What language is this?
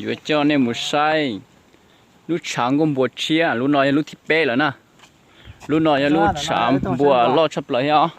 Hmong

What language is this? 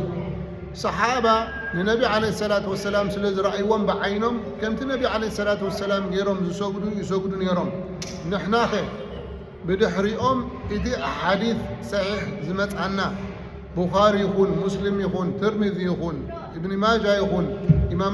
Tigrinya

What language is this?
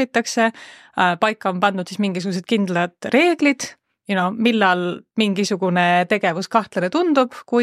Estonian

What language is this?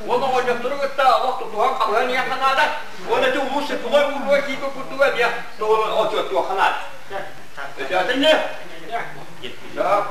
Yakut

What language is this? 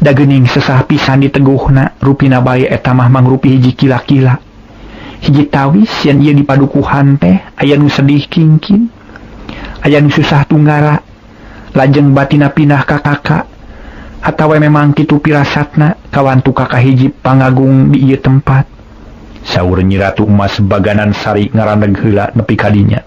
Sundanese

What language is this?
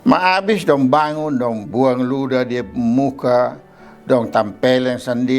Kupang Malay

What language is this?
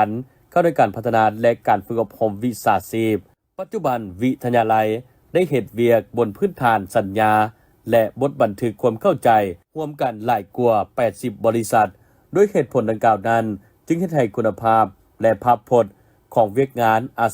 Lao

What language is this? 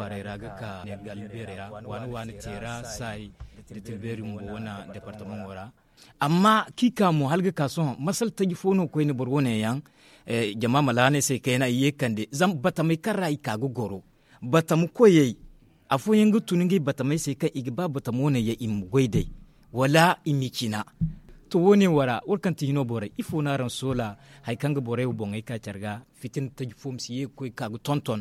Zarma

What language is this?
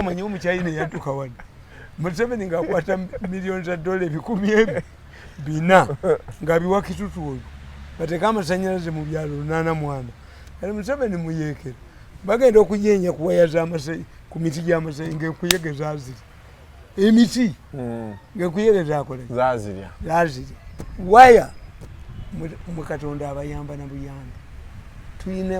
Ganda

